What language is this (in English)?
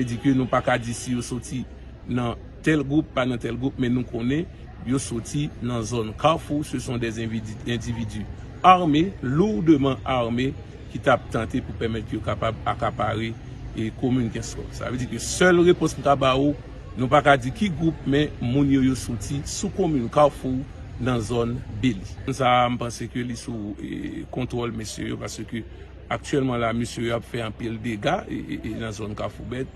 Haitian Creole